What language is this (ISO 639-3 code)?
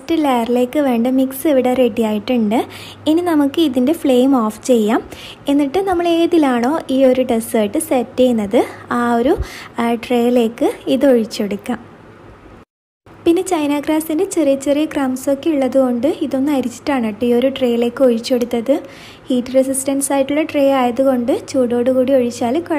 mal